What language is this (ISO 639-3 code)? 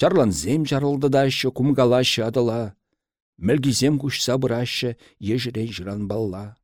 chv